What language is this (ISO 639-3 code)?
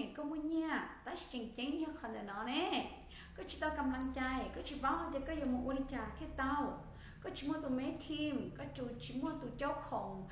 hmn